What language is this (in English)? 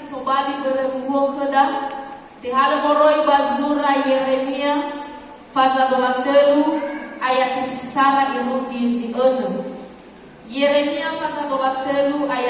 Nias